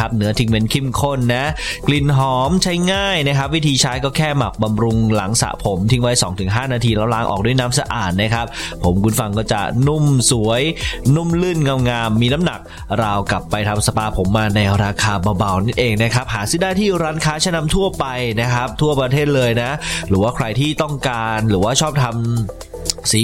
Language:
Thai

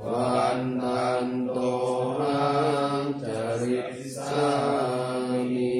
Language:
Pali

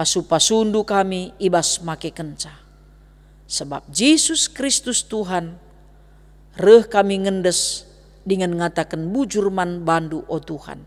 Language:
Batak Karo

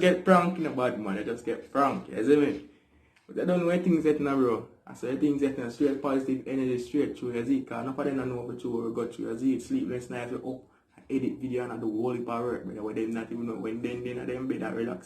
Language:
Jamaican Creole English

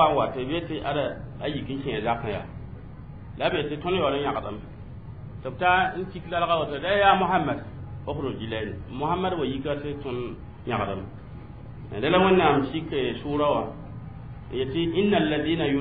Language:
Mossi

